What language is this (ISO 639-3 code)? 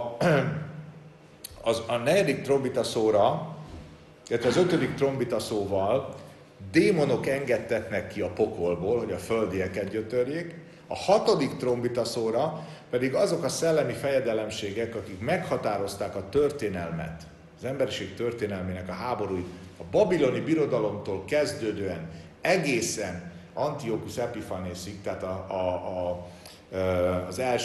hun